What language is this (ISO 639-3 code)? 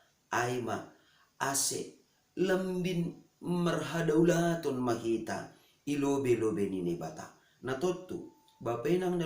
bts